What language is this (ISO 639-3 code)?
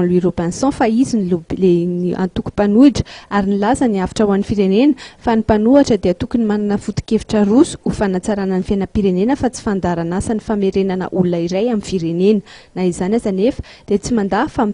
mlg